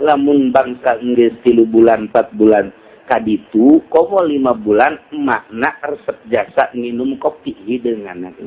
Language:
Sundanese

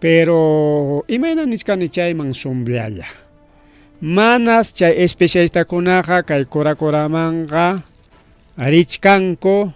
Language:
Ayacucho Quechua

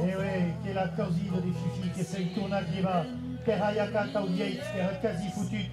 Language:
Occitan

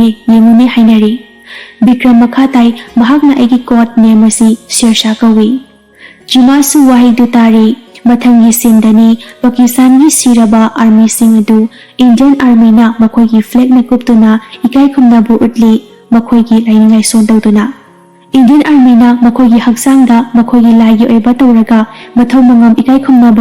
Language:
Manipuri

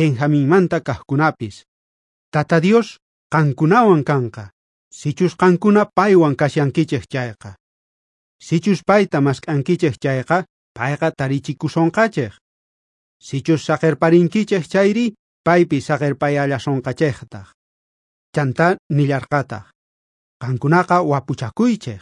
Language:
South Bolivian Quechua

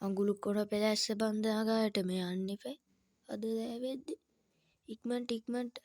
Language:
Sinhala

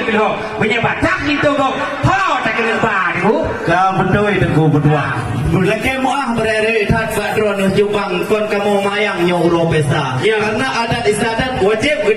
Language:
Achinese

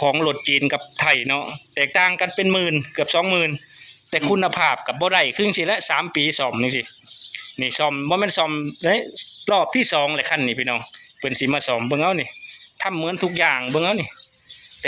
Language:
Lao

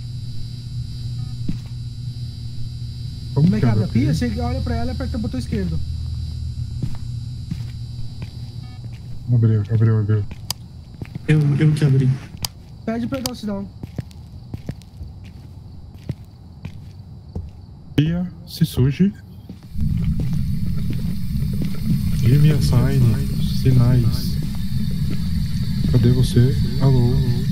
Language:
Portuguese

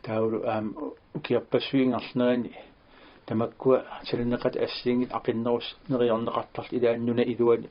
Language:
Kalaallisut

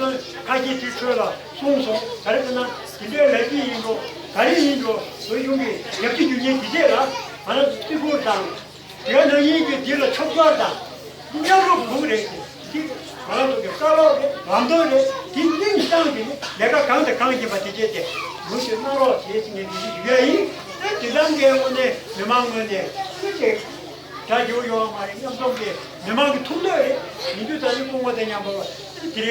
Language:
Tibetan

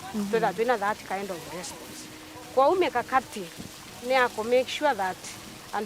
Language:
Meru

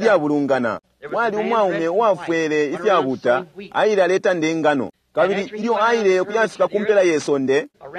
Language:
Bemba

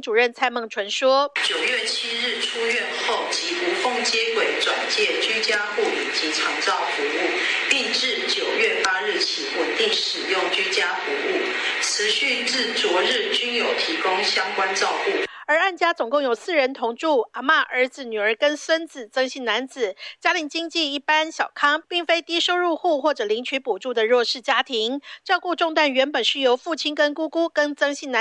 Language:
Chinese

